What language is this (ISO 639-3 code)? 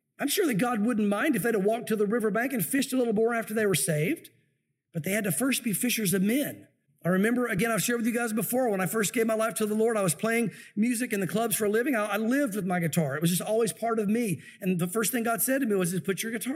eng